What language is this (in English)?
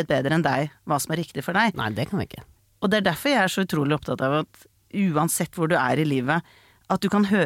Norwegian